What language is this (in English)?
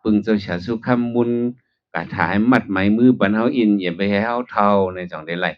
Shan